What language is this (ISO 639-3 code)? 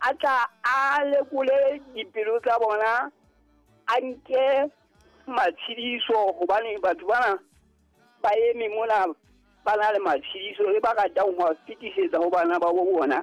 sot